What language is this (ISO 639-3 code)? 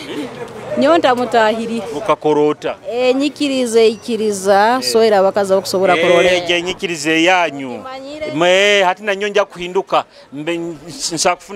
nyo